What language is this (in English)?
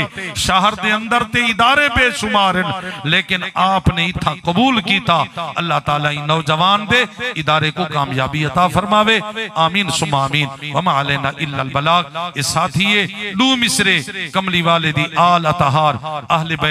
Saraiki